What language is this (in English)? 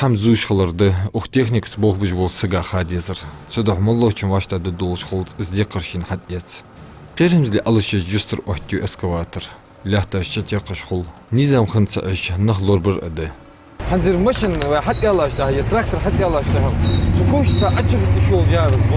Ingush